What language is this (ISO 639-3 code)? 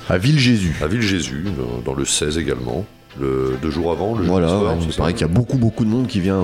fra